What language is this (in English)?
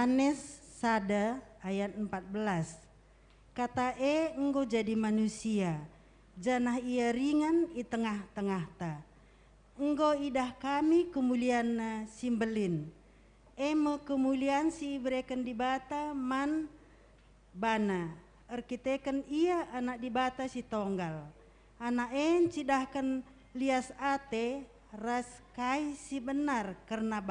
Batak Karo